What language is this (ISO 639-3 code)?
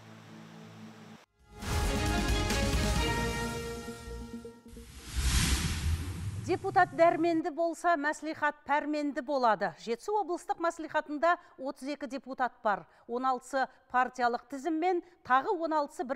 kaz